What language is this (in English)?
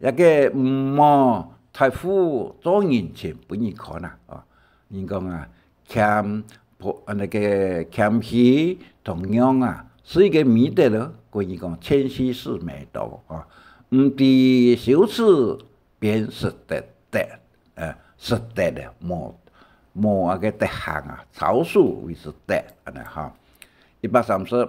Hakka Chinese